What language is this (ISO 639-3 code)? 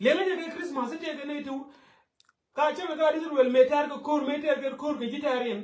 nus